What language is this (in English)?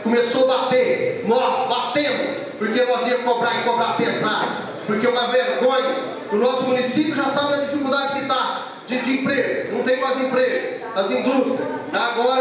Portuguese